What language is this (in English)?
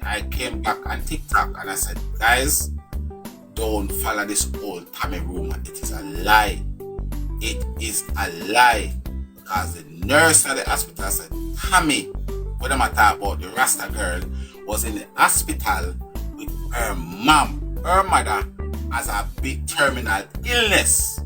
Jamaican Creole English